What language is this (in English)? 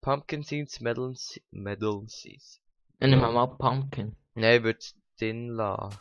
Swiss German